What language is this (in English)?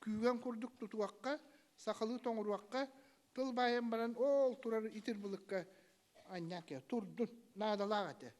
Yakut